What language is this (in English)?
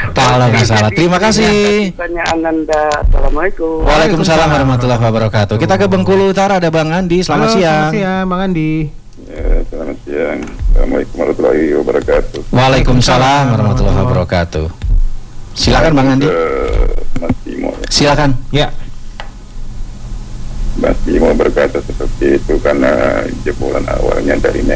Indonesian